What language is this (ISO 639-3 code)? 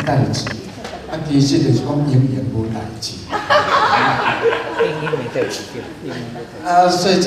nan